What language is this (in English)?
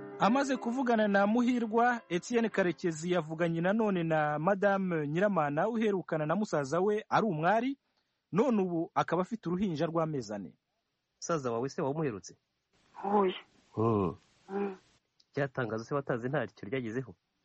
Kinyarwanda